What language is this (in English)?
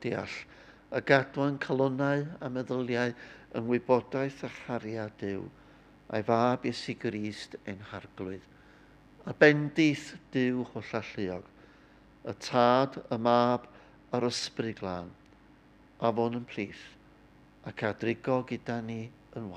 Welsh